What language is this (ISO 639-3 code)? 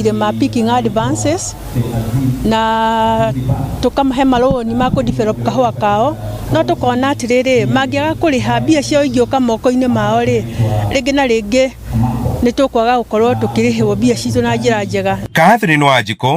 kik